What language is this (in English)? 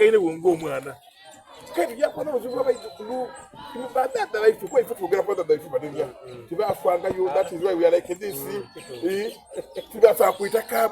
Soga